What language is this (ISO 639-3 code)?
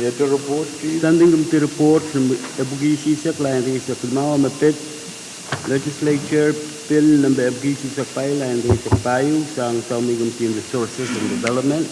pon